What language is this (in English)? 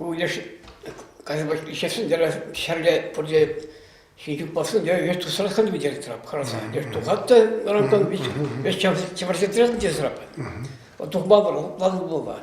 Chuvash